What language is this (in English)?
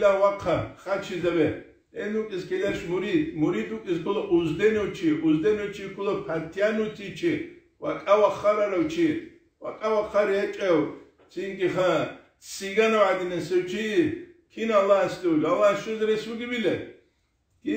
Avaric